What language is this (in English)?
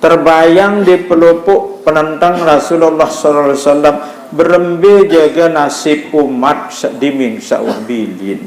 Sasak